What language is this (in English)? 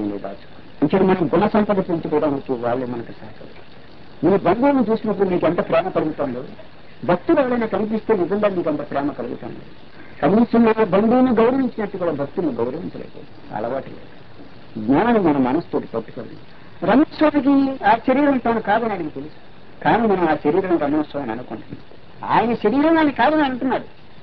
Telugu